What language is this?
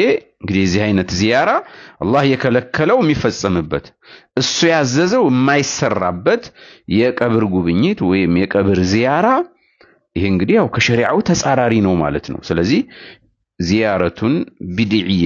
Amharic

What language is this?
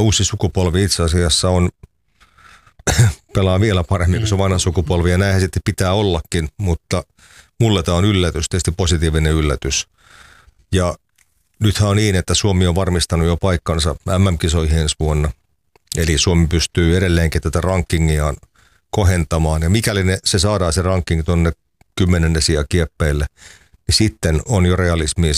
Finnish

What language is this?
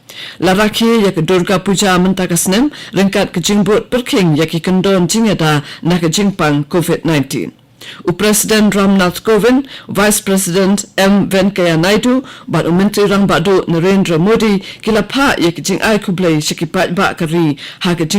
Khasi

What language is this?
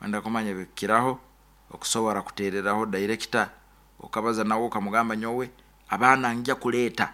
Nyoro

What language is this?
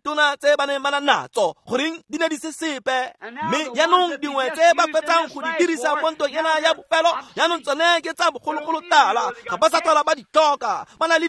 Tswana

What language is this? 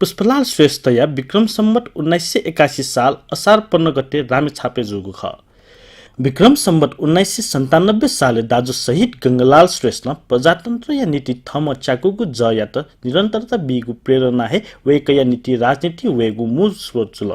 Newari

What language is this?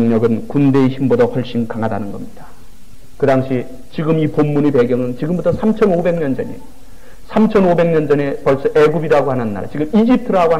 Korean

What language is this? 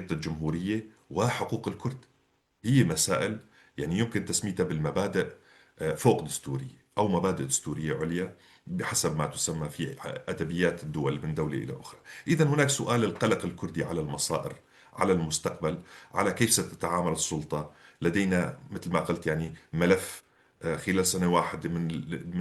North Levantine Arabic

